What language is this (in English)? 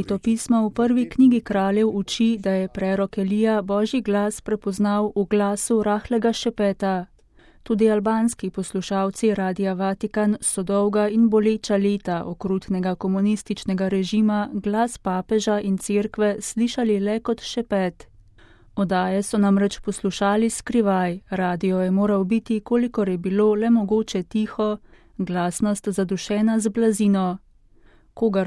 Slovenian